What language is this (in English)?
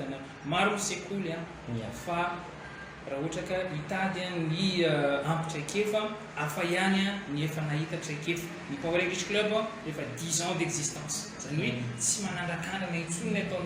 Malagasy